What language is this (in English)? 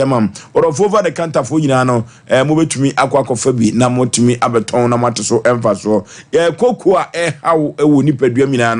Akan